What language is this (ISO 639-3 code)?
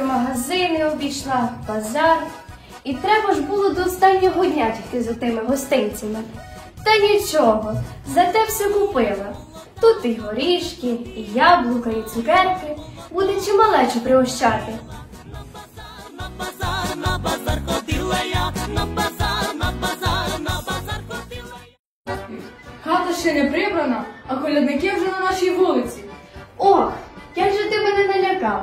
ukr